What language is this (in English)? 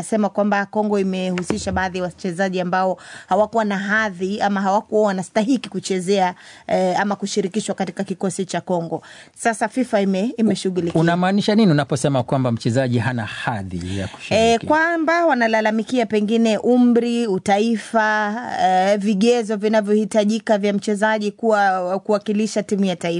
Swahili